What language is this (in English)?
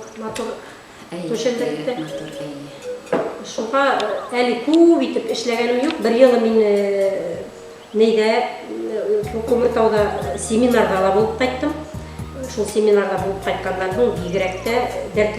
Bashkir